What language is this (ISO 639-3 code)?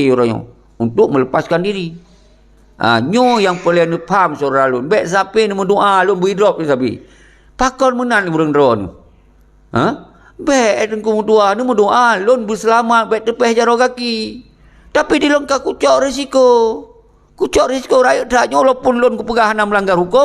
ace